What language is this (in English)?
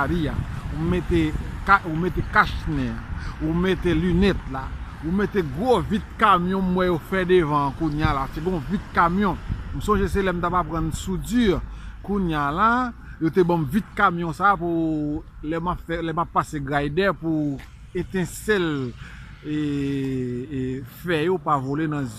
Haitian Creole